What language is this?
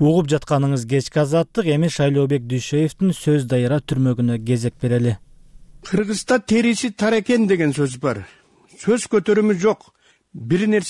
Kyrgyz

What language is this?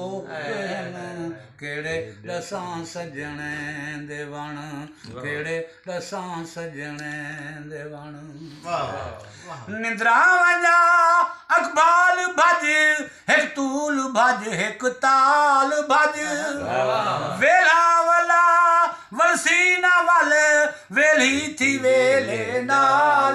Saraiki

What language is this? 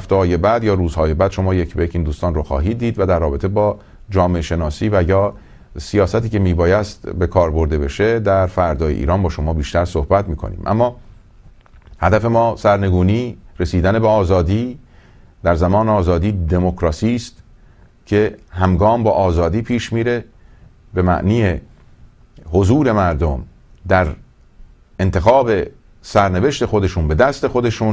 Persian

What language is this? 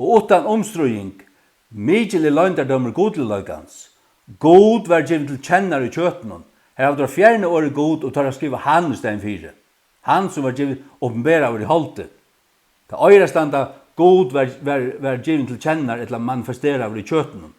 Faroese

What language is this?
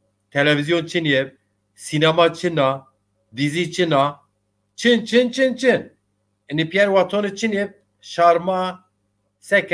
Zaza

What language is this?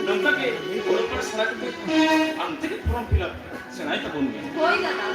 Santali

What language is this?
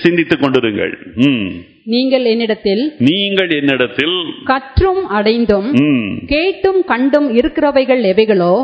Tamil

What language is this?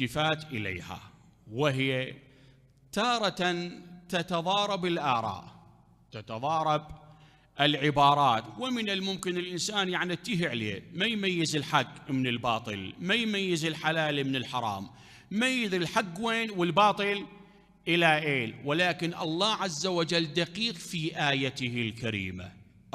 Mesopotamian Arabic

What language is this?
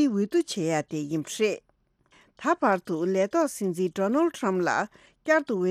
Tibetan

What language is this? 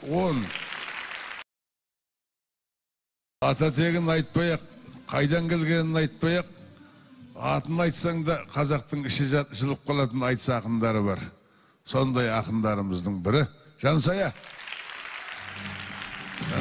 Kazakh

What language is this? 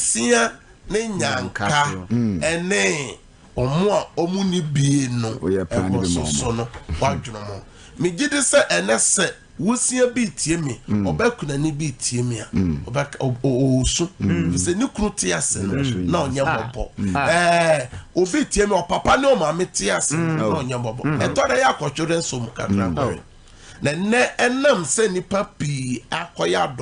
Akan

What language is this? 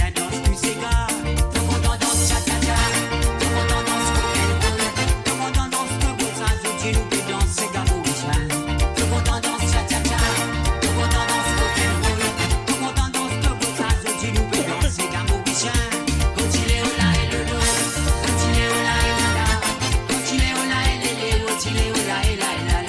Morisyen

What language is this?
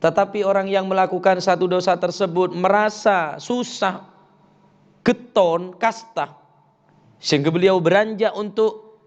Madurese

